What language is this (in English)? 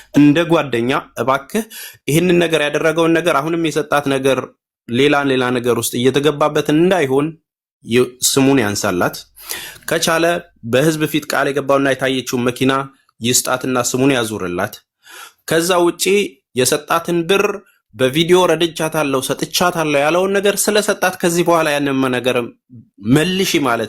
Amharic